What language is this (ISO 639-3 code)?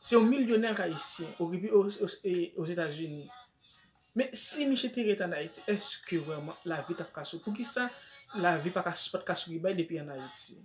hat